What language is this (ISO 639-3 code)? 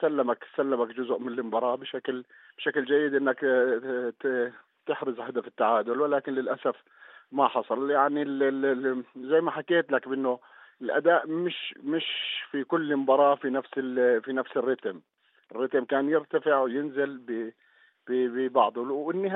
apc